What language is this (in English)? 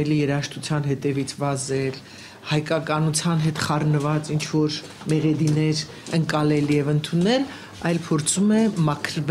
Armenian